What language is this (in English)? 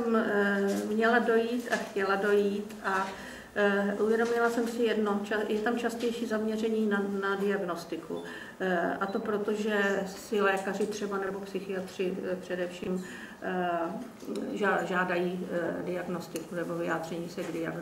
Czech